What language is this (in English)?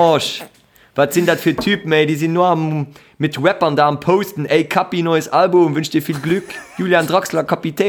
Luxembourgish